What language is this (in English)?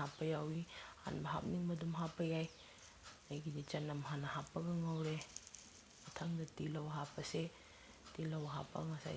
Manipuri